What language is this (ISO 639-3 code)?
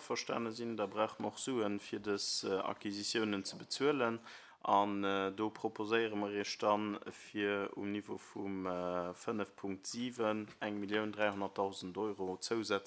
ltz